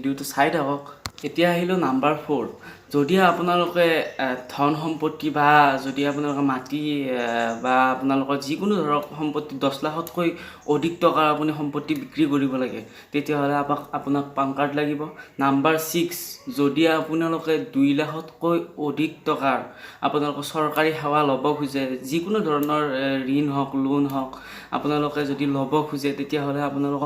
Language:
Assamese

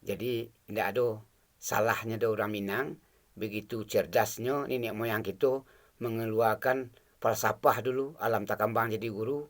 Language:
Minangkabau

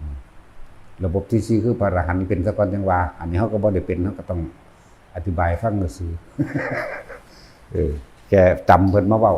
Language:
Northeastern Thai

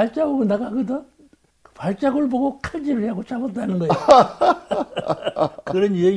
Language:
Korean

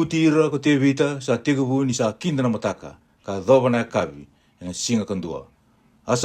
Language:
Fijian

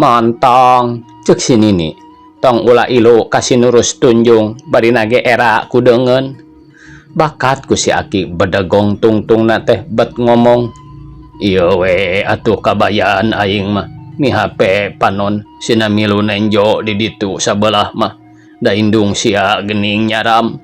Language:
Sundanese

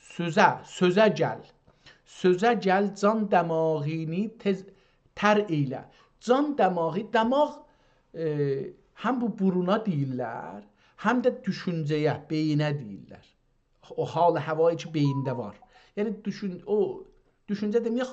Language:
South Azerbaijani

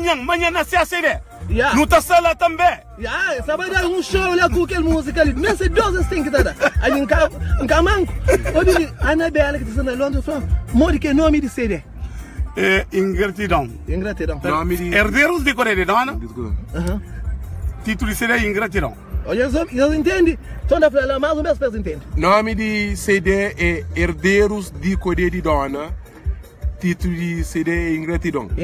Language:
Kabuverdianu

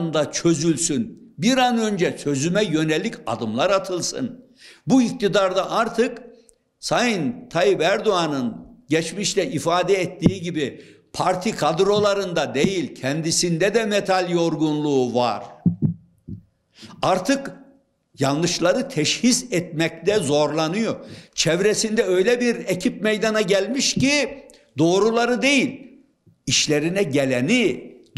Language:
Turkish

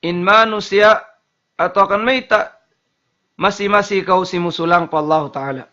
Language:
Tausug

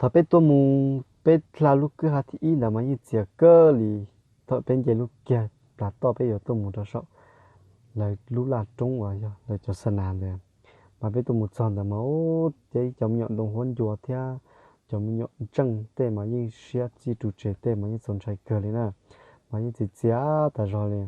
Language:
Hmong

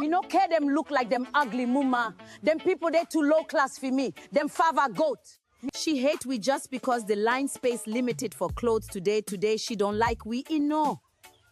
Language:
Jamaican Creole English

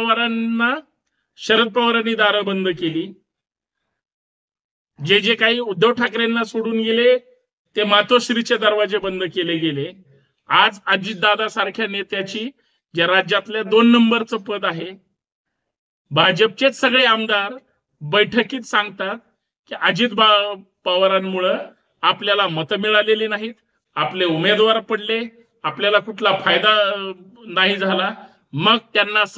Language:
Marathi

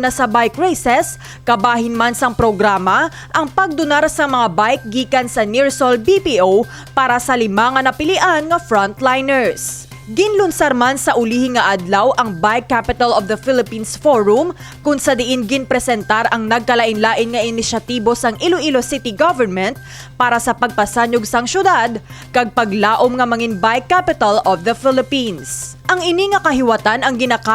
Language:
Hiligaynon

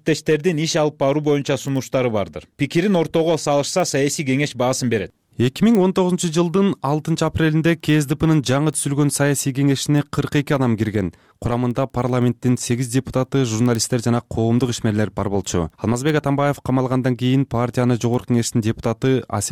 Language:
Kyrgyz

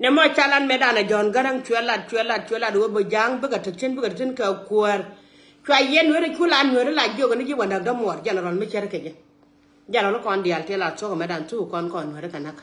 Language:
Nuer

